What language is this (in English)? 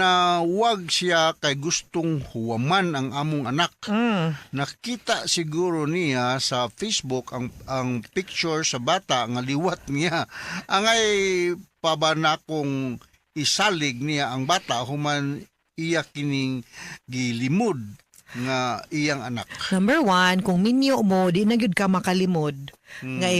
Cebuano